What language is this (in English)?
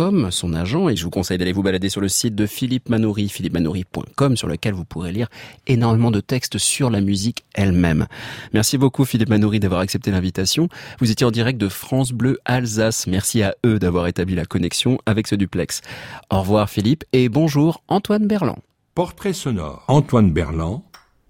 French